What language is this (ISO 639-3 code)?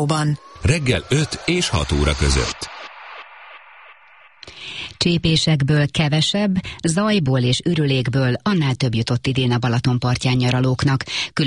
hun